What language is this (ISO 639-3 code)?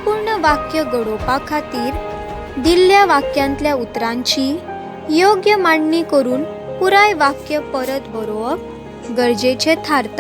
kok